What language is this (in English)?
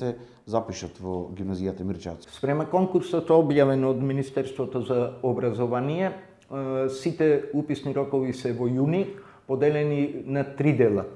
Macedonian